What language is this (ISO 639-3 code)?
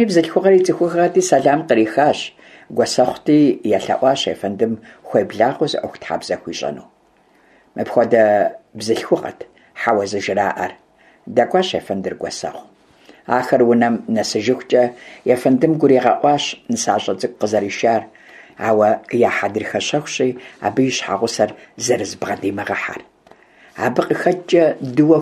kbd